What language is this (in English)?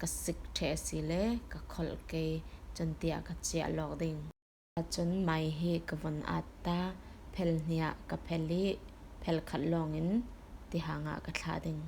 Falam Chin